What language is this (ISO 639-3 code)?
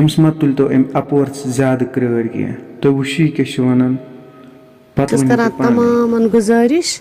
kas